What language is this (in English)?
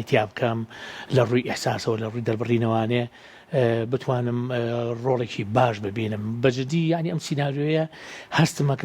Central Kurdish